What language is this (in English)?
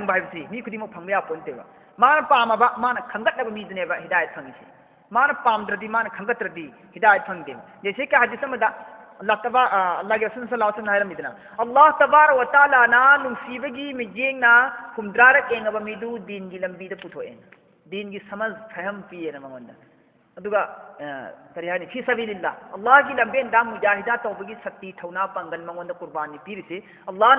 Manipuri